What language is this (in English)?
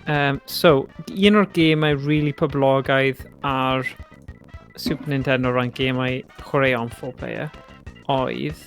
Welsh